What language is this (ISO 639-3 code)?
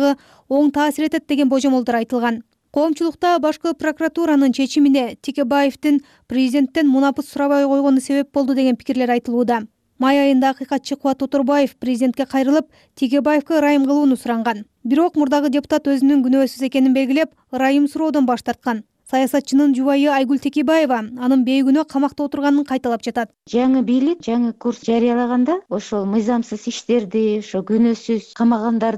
kir